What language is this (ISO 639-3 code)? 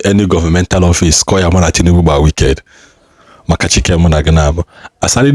ibo